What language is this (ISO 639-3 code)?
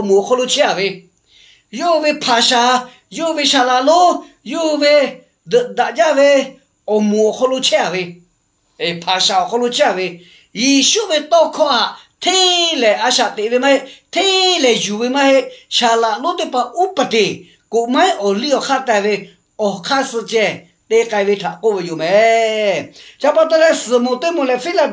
lhu